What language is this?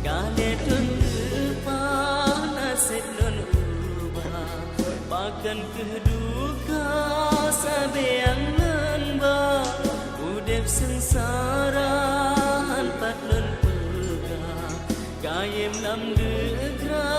Achinese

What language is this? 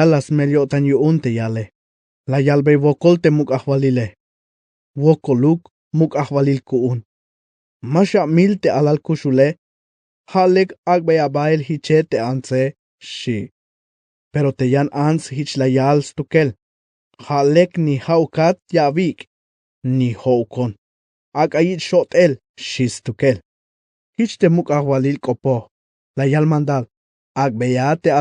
Tzeltal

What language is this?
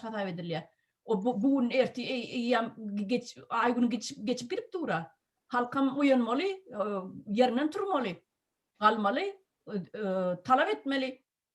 Turkmen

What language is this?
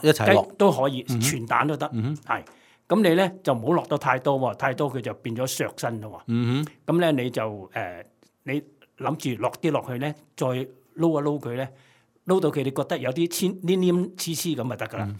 Cantonese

